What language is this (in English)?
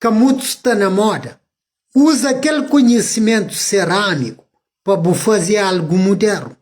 Kabuverdianu